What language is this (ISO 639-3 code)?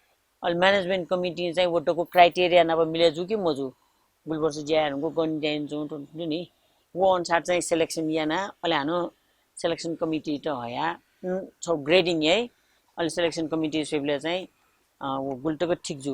new